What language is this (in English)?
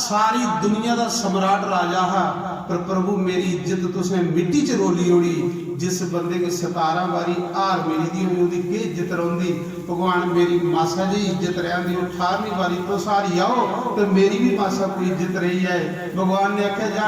Dogri